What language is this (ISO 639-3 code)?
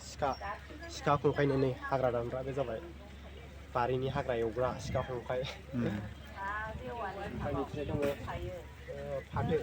brx